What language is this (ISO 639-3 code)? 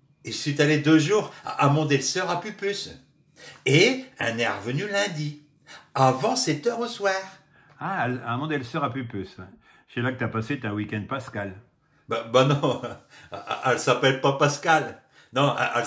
pcd